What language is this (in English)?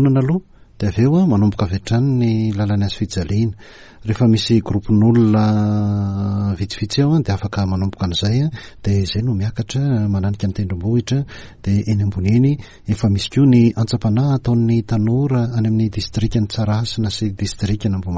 Malagasy